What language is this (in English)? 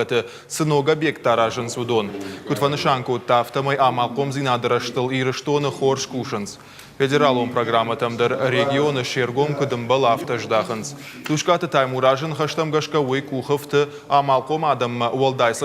Ossetic